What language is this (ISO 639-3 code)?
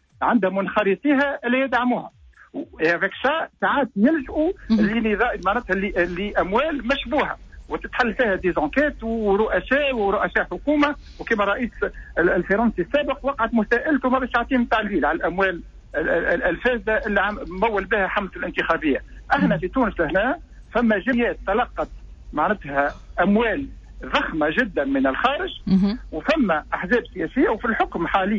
aeb